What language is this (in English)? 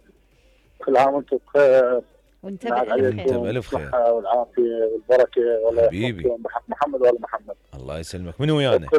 Mesopotamian Arabic